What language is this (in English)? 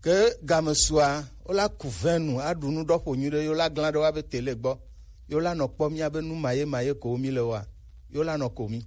Gen